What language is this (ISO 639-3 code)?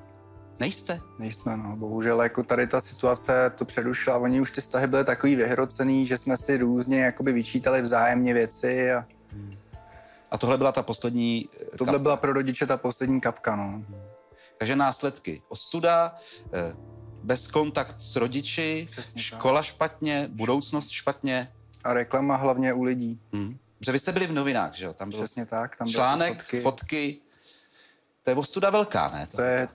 ces